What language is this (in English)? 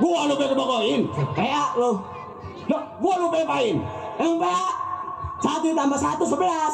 Betawi